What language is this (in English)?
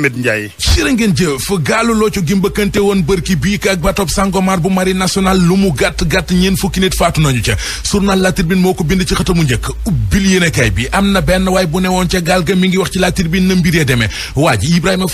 Wolof